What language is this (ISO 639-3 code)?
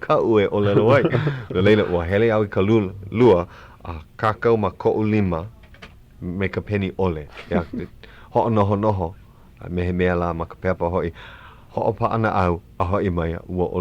haw